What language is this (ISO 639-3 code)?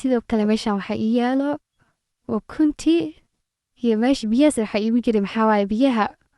som